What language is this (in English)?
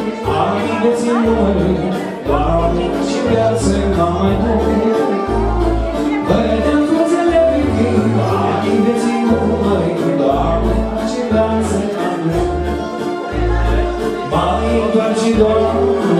Romanian